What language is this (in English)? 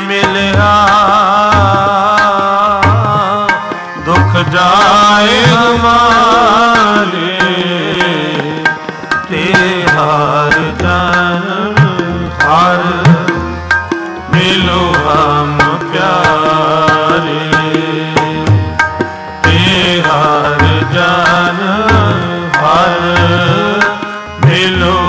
Punjabi